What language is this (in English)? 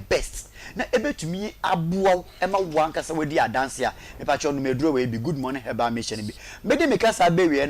Akan